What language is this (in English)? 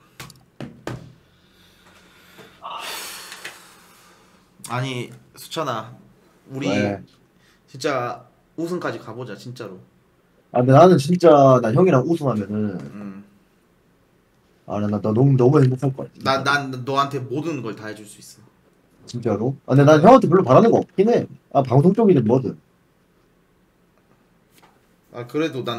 Korean